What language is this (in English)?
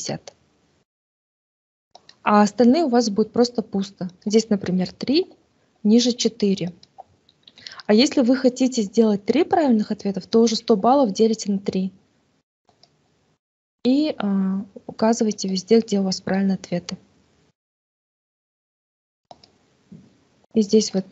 Russian